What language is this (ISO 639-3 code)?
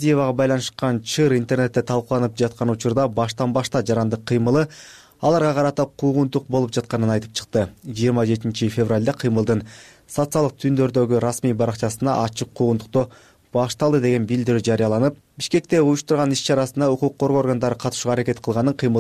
kir